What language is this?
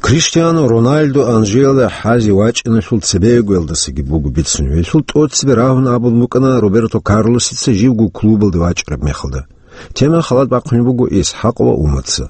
Avaric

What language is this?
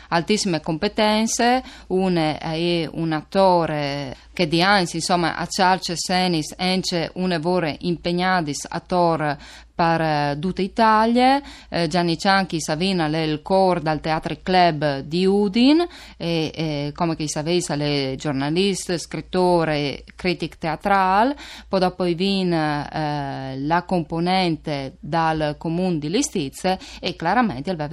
Friulian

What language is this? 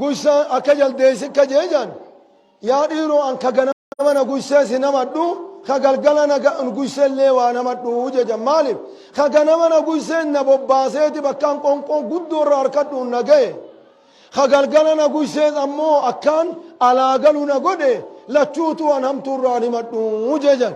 Oromo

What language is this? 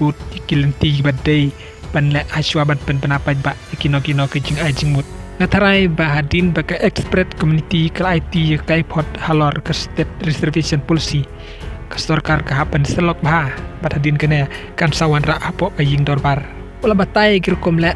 Khasi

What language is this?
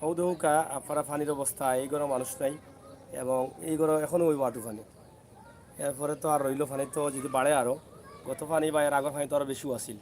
Sylheti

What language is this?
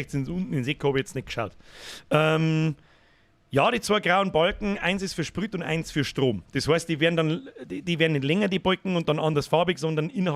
Bavarian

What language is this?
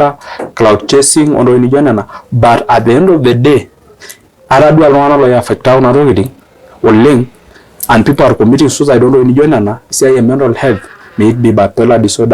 Masai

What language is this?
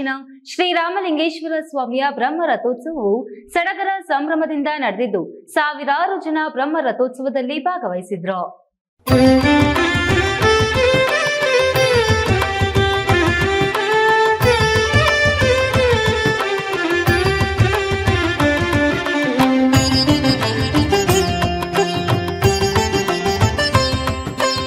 Kannada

